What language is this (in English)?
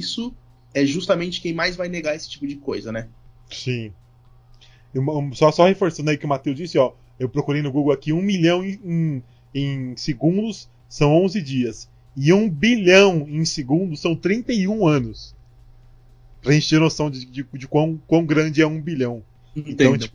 Portuguese